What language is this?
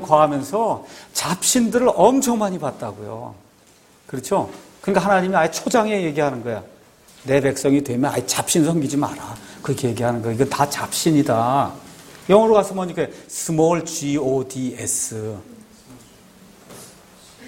Korean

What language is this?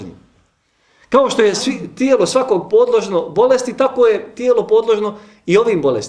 Bosnian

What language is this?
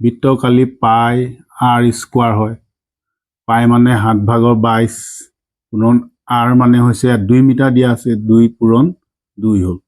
Assamese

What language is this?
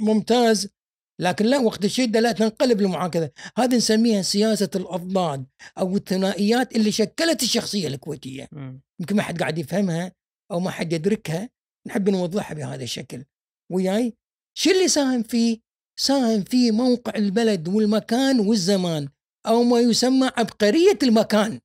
Gulf Arabic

